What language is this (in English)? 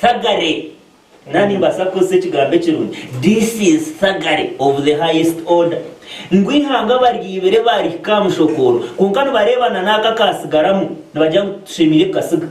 Nyankole